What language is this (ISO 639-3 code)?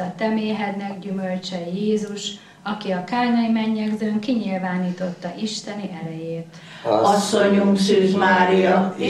hun